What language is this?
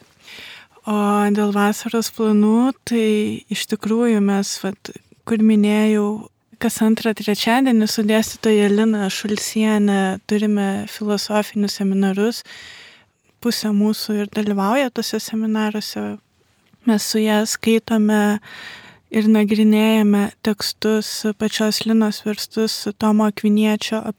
Lithuanian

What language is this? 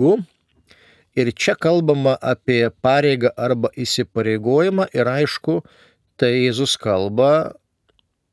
Lithuanian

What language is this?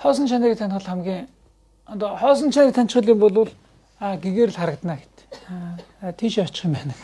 Mongolian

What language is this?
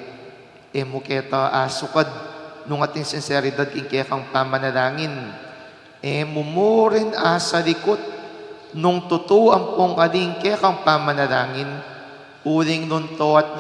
Pampanga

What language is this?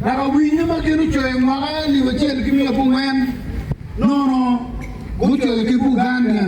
Acoli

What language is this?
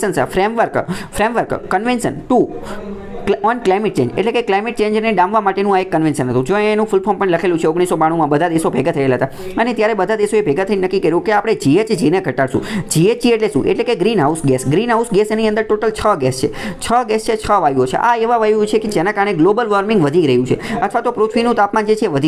Gujarati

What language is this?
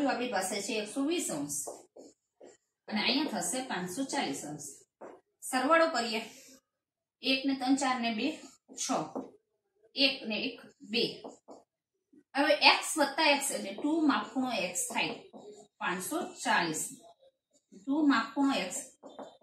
Gujarati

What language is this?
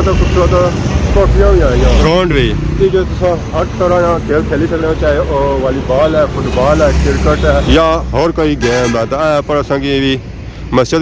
Pahari-Potwari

